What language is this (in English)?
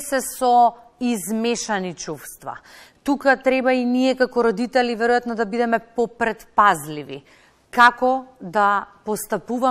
Macedonian